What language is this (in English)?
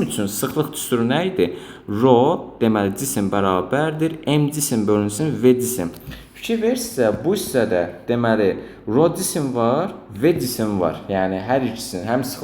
Azerbaijani